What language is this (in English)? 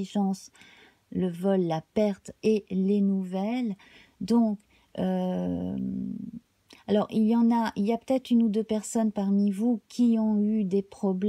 French